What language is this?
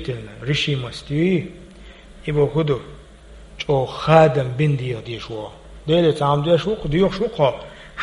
Chechen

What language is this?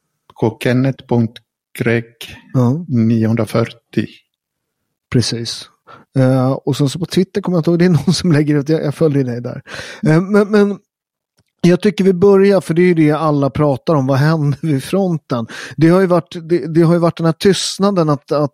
Swedish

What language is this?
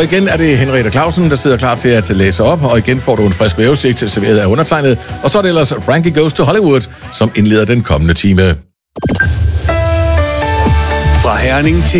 Danish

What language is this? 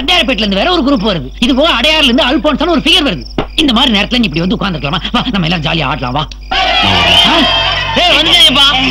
Tamil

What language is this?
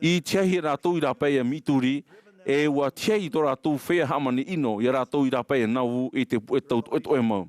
Tahitian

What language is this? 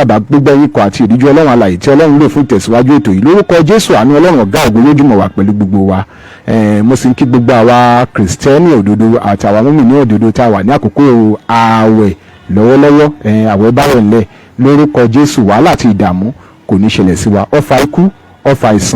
Yoruba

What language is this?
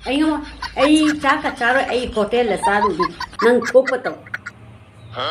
Manipuri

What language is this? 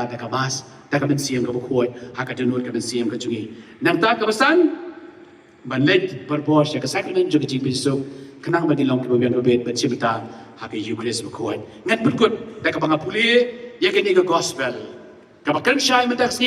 Khasi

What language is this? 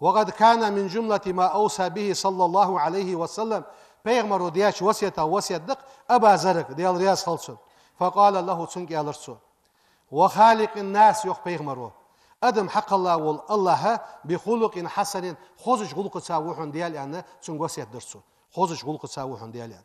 Ingush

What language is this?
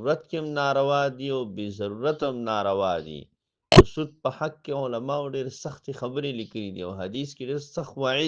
Pashto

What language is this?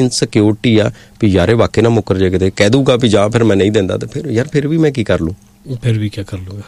Punjabi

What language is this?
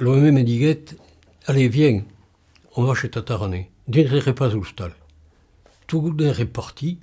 Occitan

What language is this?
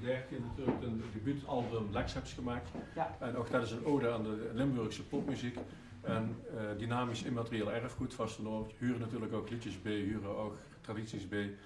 Limburgish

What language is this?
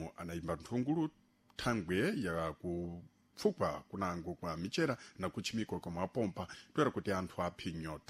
Sena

